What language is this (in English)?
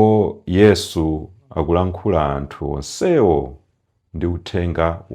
Nyanja